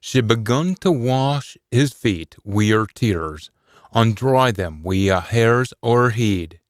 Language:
Scots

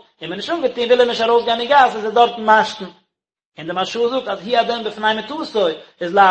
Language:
Yiddish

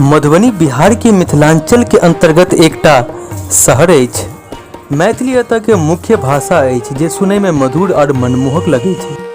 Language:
Maithili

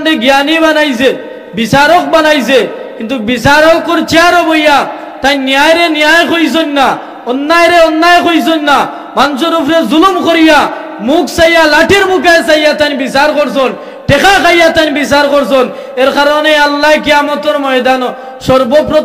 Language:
Sylheti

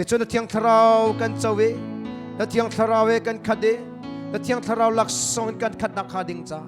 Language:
Hakha Chin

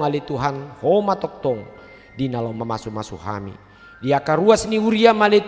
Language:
Batak Toba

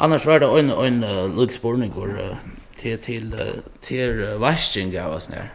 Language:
Faroese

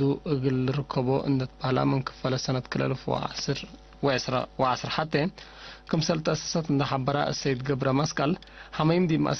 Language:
Tigre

